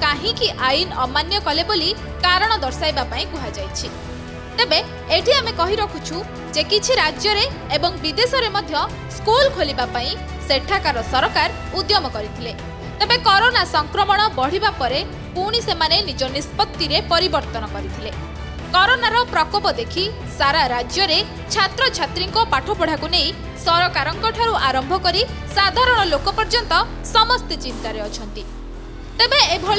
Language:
Odia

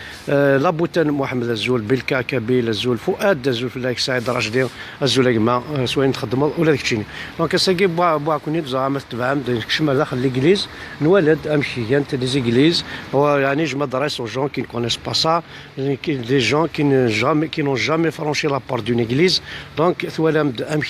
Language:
Kabyle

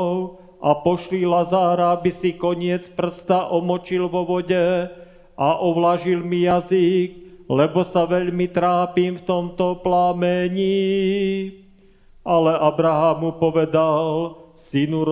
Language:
Slovak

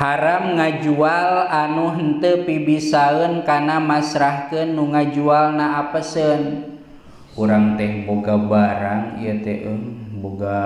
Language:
Sundanese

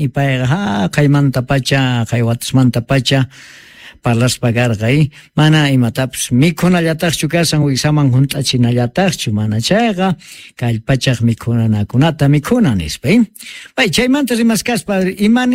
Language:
South Bolivian Quechua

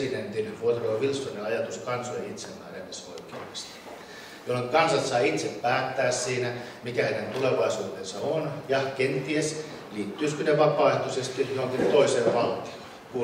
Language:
Finnish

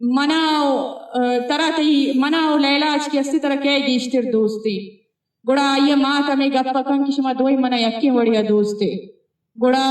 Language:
Eastern Balochi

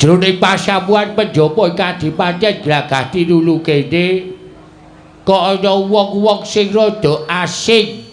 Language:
Javanese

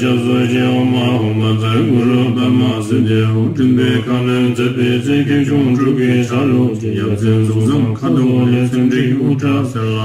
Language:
Tibetan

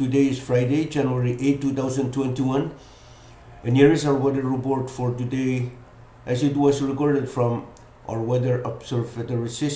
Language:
Pohnpeian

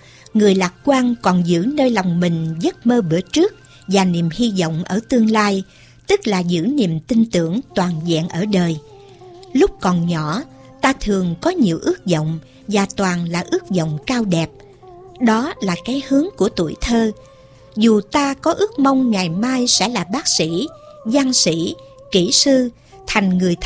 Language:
Vietnamese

